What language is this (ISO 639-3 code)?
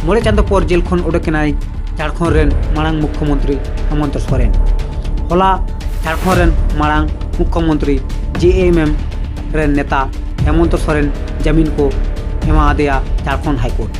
sat